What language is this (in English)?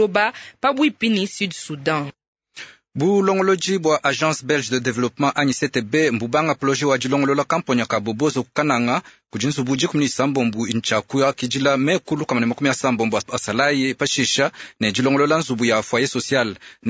Luba-Lulua